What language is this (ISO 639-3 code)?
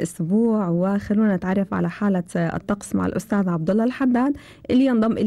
afb